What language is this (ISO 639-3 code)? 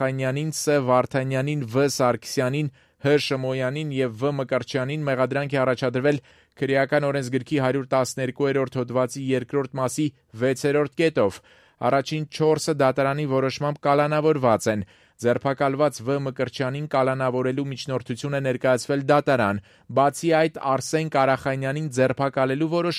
hye